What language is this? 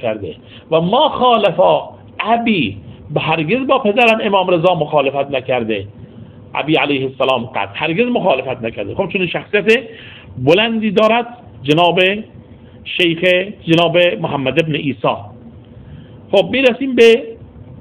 Persian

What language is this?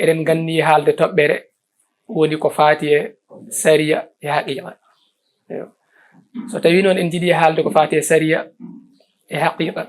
Fula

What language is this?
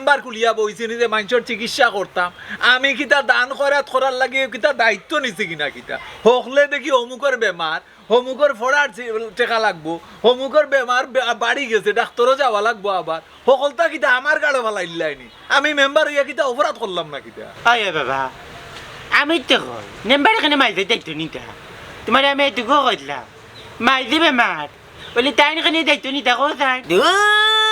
Sylheti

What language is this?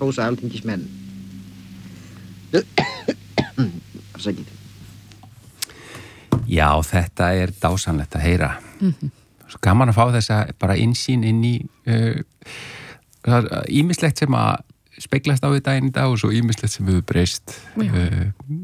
Icelandic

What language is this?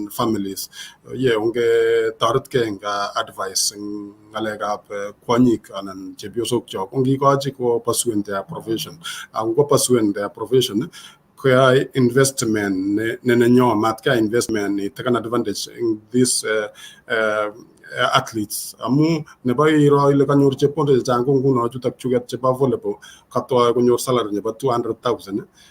Kalenjin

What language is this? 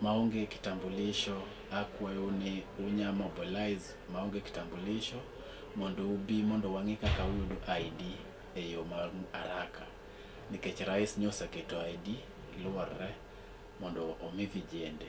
Luo (Kenya and Tanzania)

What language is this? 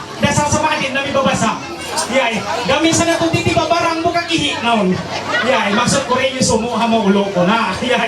Ma'anyan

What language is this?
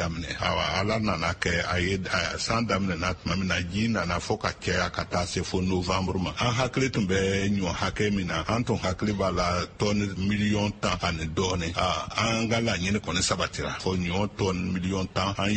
Bambara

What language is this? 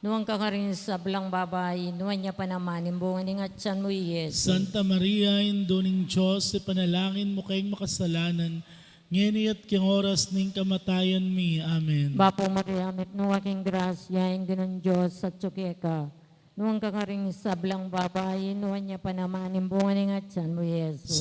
Pampanga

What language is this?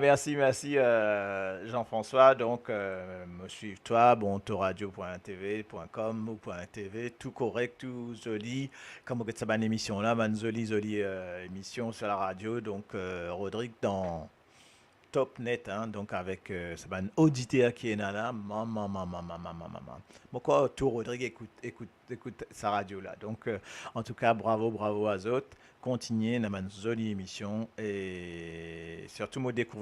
Morisyen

